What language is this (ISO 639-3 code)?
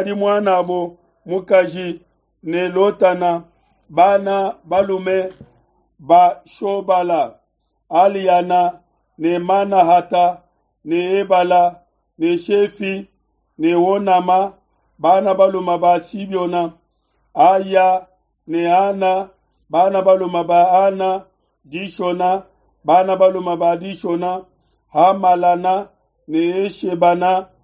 lua